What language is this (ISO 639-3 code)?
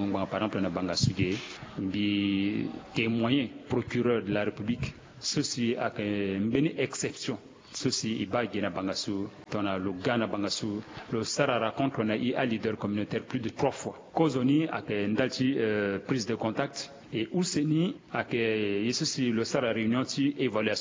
sag